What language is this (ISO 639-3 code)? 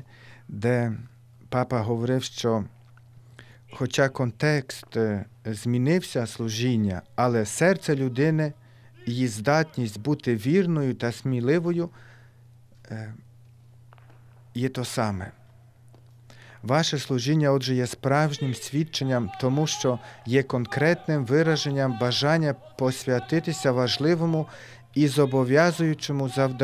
ukr